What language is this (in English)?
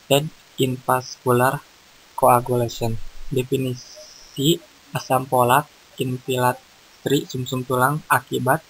Indonesian